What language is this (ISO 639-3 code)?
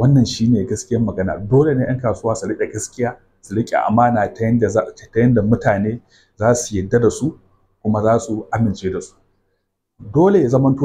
hau